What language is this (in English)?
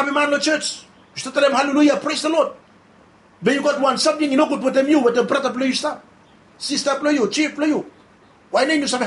Bislama